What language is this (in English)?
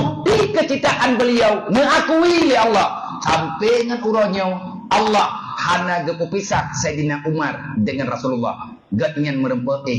Achinese